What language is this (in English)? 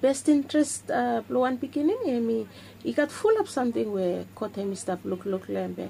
Bislama